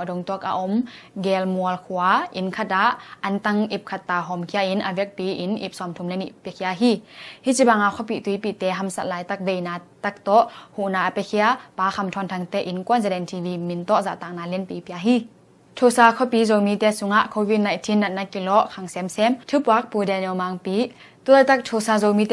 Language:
Tedim Chin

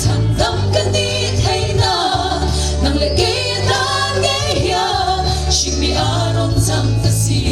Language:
Mizo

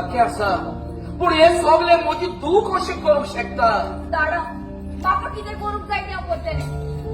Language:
Konkani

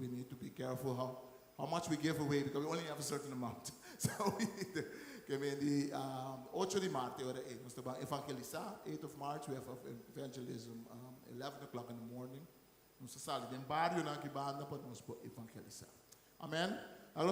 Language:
Papiamento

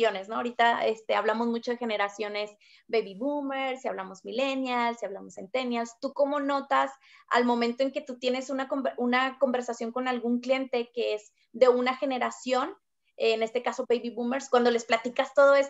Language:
Spanish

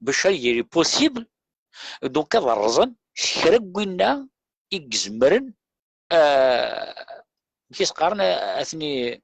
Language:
Kabyle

